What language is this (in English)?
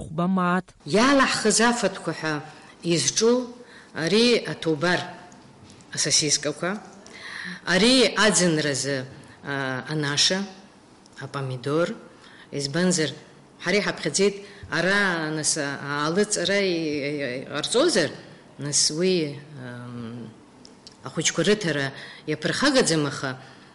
Abkhazian